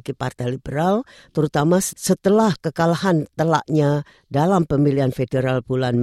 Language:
Indonesian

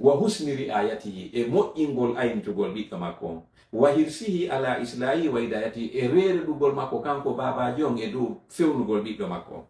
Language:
Fula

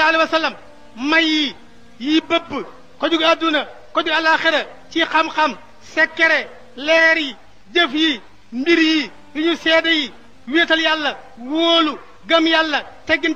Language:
Wolof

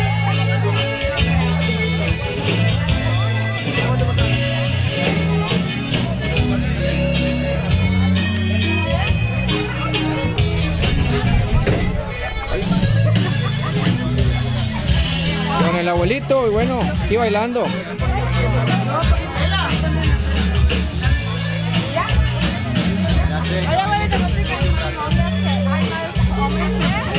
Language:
Spanish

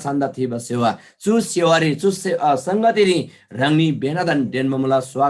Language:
Eastern Tamang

